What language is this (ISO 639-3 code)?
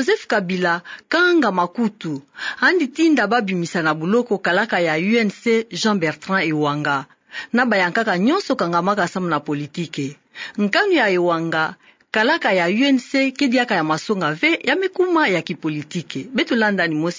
ktu